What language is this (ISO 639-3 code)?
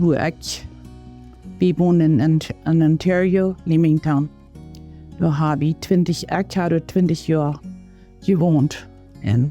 pdt